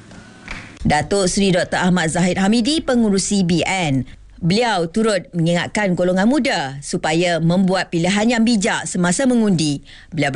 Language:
Malay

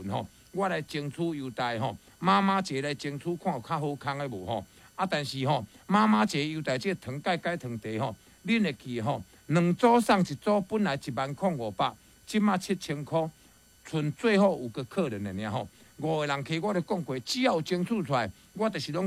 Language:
Min Nan Chinese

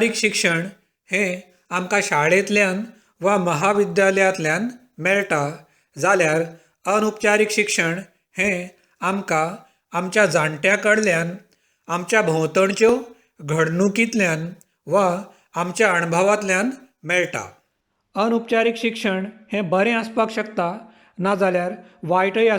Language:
Konkani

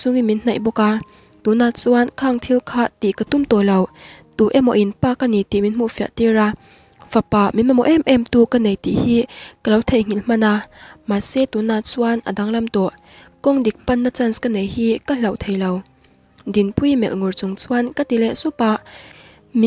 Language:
Mizo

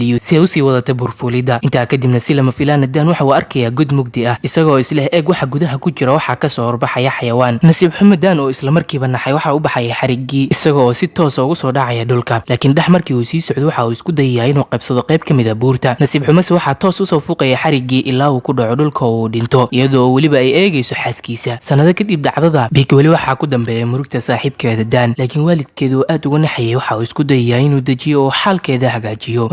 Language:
Somali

